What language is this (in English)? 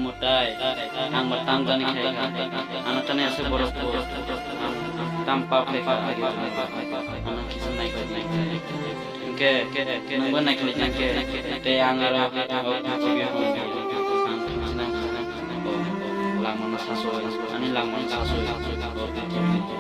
Kok Borok